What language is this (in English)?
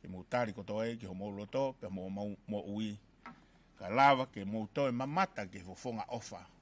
Tongan